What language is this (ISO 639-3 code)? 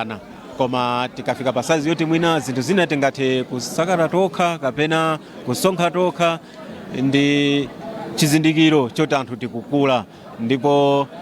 nya